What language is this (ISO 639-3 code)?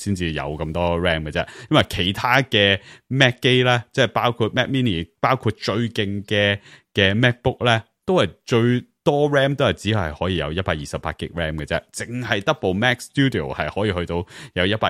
yue